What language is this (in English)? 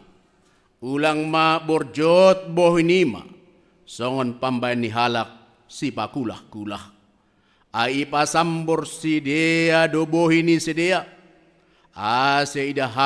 Batak Simalungun